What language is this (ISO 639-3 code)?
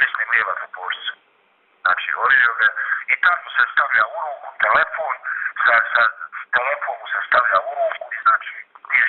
bos